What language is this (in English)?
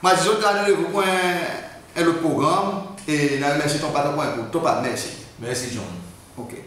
Seselwa Creole French